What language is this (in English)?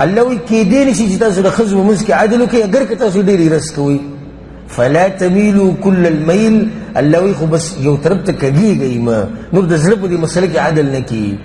Pashto